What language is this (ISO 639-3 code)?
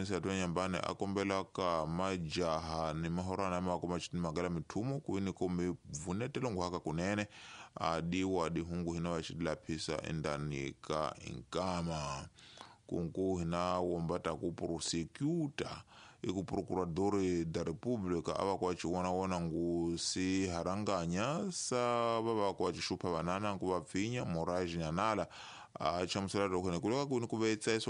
tso